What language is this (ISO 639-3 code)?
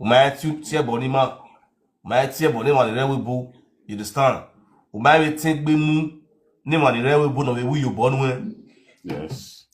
pcm